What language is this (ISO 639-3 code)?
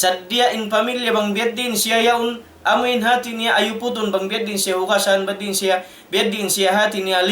tsg